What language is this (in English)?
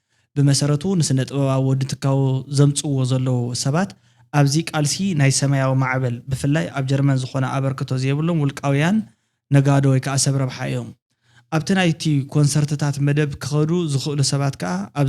Tigrinya